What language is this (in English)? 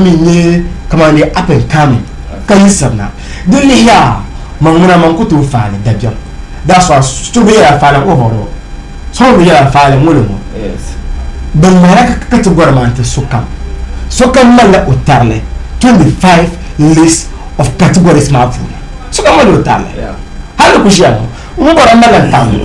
Dagbani